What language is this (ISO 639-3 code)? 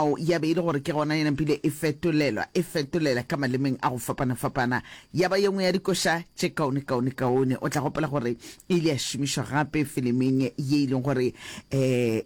nso